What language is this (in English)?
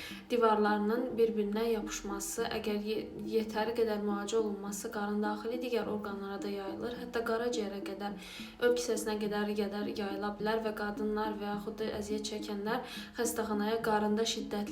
Azerbaijani